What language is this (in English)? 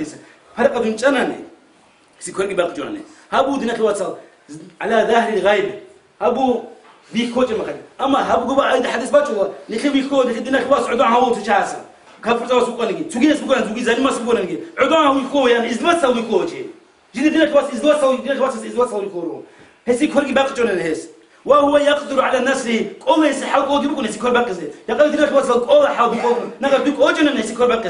Avaric